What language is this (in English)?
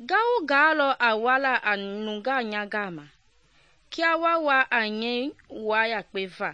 Mende